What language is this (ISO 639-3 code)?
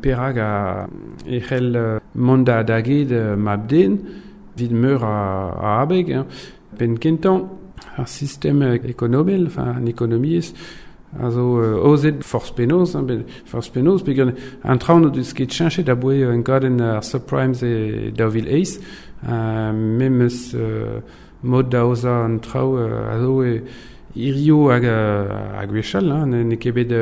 bre